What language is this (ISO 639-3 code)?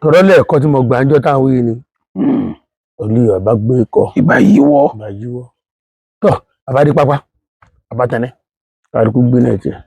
yor